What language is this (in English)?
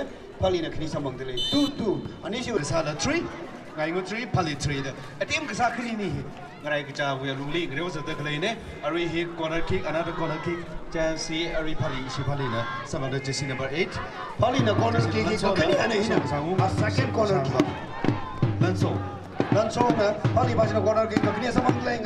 Tangkhul Naga (India)